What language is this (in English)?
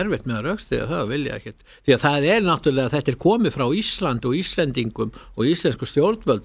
Icelandic